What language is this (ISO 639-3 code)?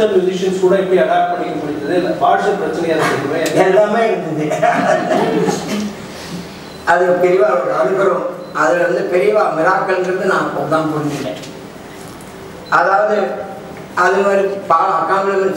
tam